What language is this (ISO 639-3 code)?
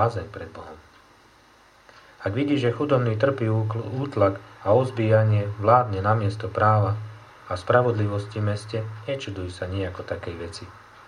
slk